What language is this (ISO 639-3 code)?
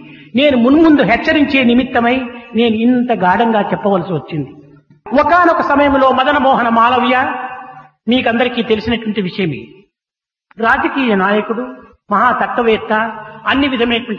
tel